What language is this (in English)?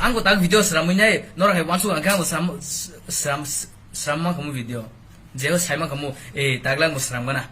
Kok Borok